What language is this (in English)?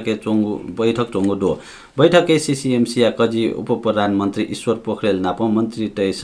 Newari